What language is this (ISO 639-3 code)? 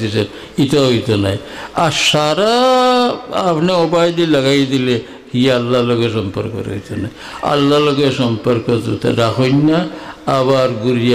syl